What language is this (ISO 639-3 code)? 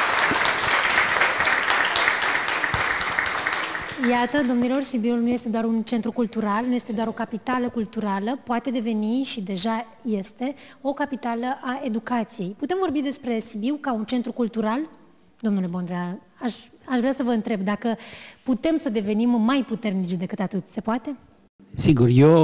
ron